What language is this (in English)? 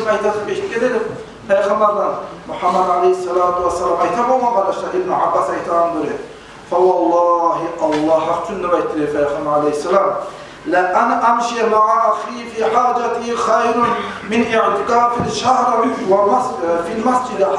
Kumyk